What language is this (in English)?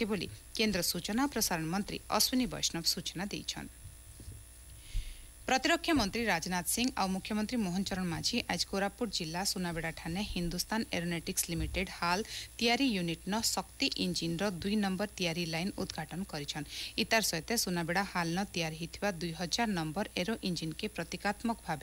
Odia